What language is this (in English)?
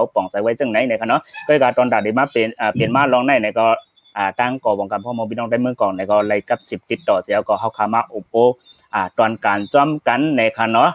Shan